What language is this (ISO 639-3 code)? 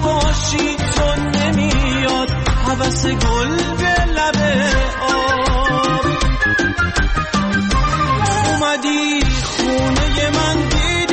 fas